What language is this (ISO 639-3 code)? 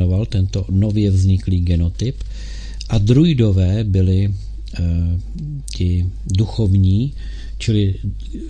ces